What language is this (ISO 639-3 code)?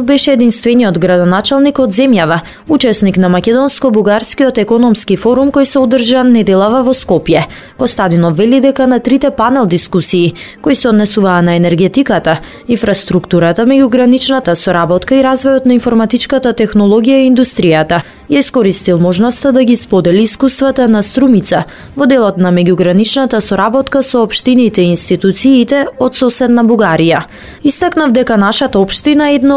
mkd